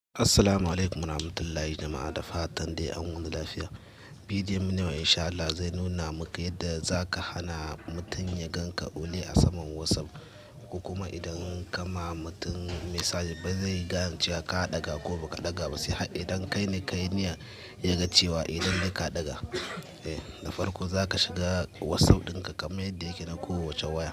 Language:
Hausa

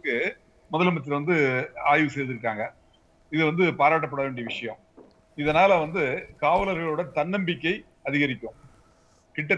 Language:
Tamil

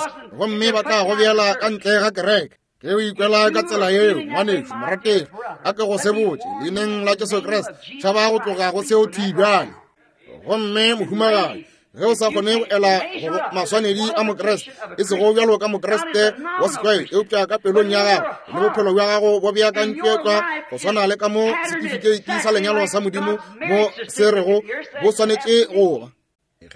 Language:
Northern Sotho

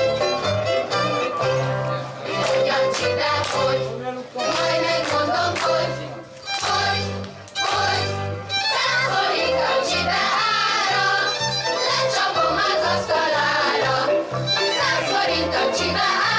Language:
Hungarian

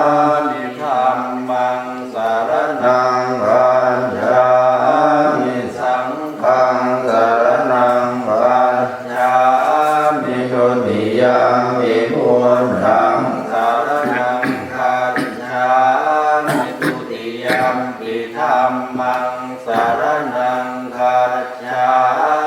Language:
Pali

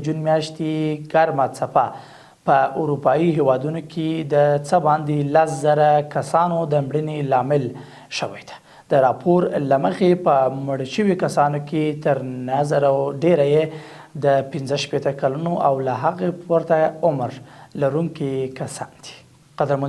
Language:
Pashto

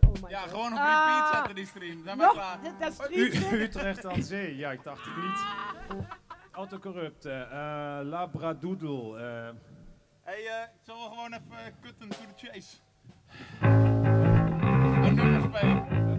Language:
Dutch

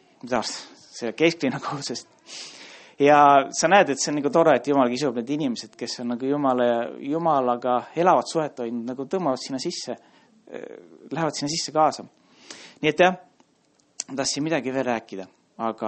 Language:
Estonian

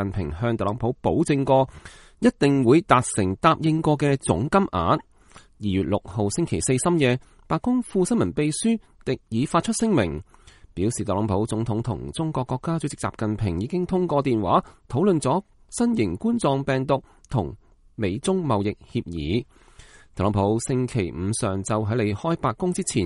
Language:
Cantonese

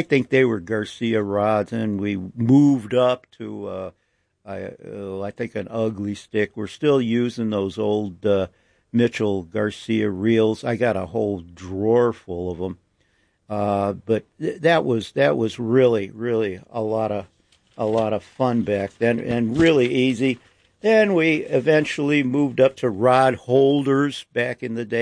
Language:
English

